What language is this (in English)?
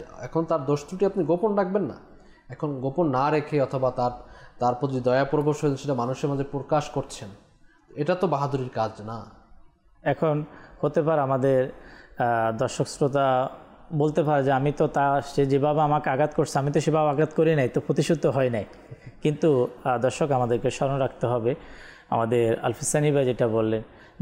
Bangla